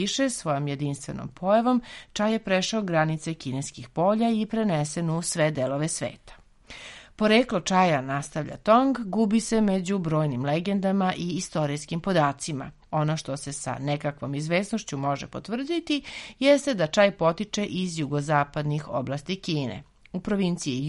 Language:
Serbian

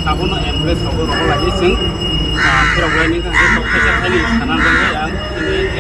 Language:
Kok Borok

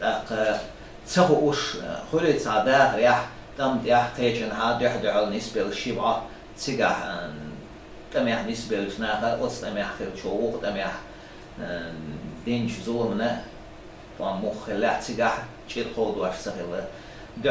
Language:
Chechen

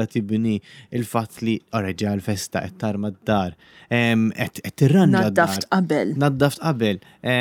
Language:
Maltese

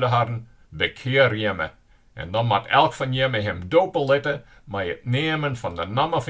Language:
Western Frisian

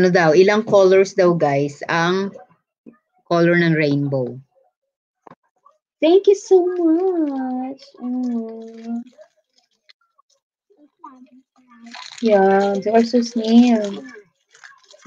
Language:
Filipino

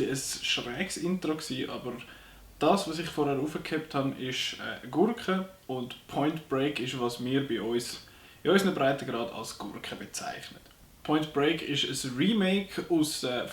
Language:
Swiss German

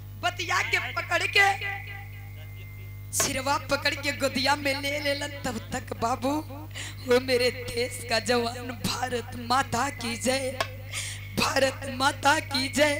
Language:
Bhojpuri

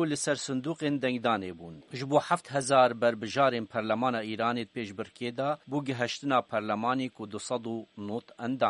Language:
Kurdish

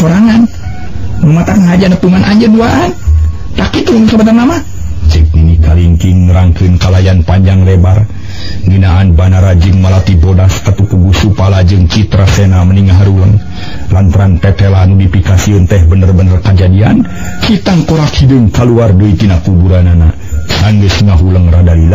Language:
Sundanese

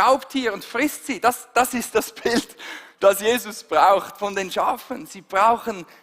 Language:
Swiss German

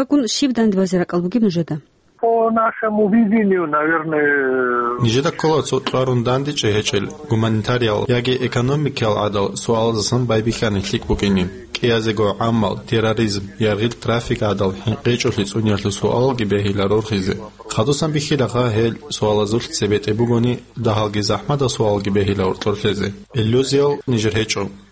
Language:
Avaric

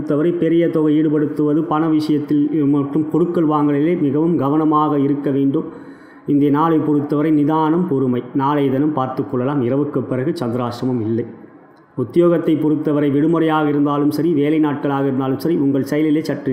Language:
Tamil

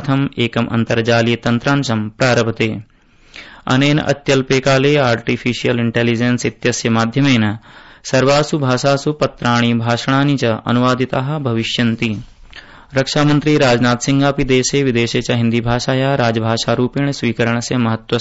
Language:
Sanskrit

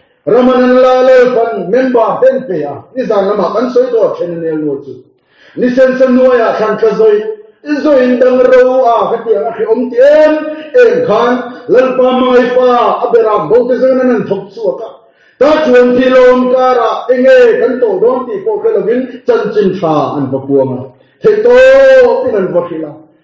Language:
Mizo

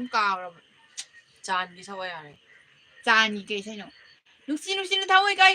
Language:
Manipuri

